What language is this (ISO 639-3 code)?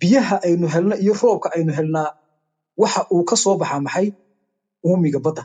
som